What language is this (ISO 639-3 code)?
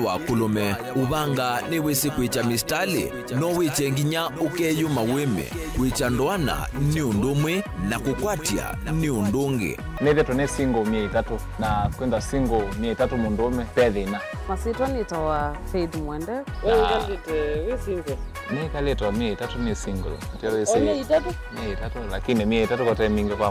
kam